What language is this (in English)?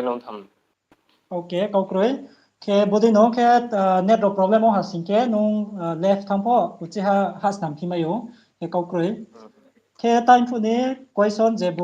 Riang (India)